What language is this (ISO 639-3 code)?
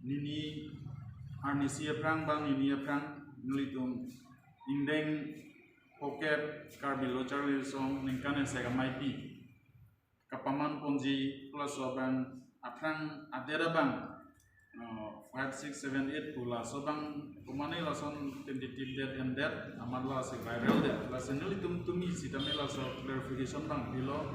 mjw